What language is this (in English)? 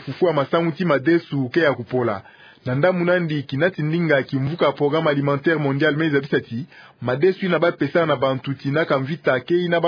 Kituba (Democratic Republic of Congo)